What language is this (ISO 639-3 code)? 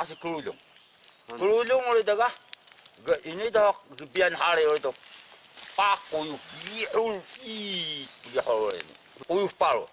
trv